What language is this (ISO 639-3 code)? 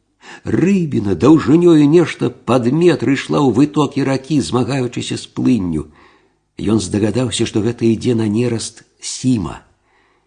bel